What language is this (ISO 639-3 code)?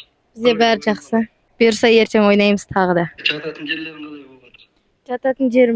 kaz